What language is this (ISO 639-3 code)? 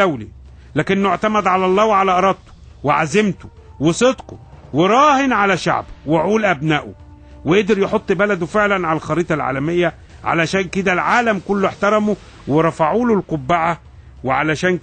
arz